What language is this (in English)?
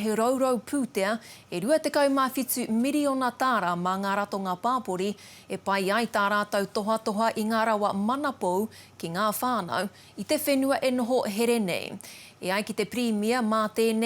Māori